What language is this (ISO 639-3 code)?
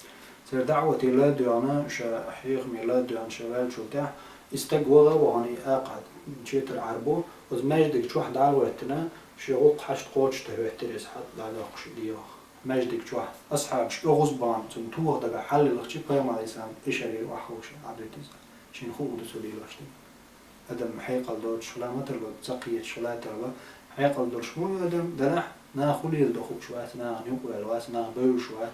che